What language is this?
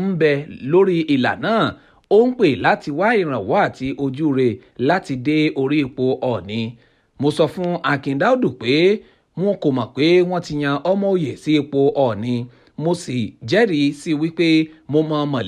Yoruba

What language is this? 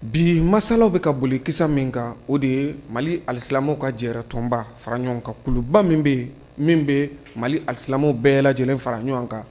Bambara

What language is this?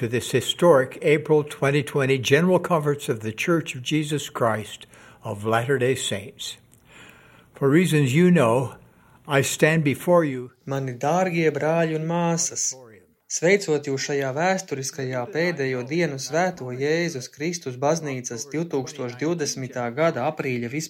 Latvian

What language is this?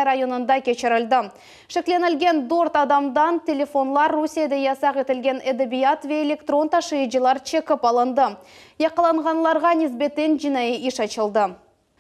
Crimean Tatar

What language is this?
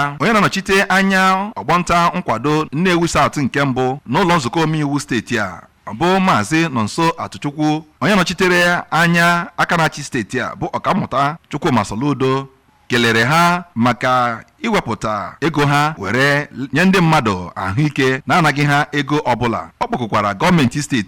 Igbo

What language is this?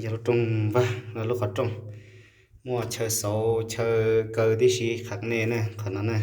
Hmong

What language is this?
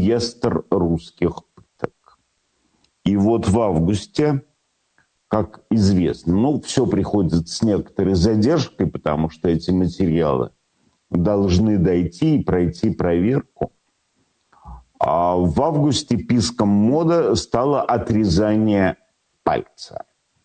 Russian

